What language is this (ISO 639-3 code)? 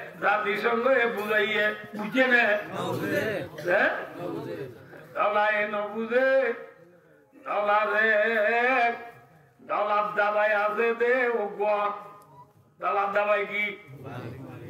rhg